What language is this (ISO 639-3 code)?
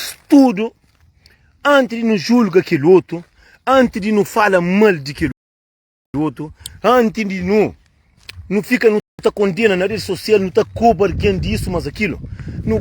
kea